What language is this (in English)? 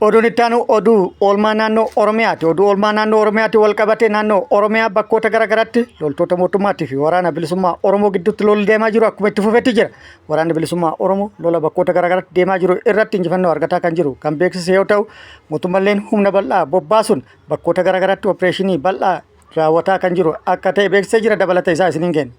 Oromo